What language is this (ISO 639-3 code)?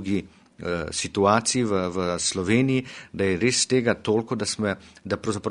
slv